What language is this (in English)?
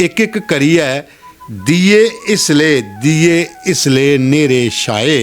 Dogri